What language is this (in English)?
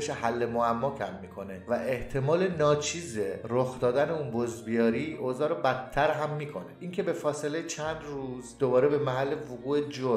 Persian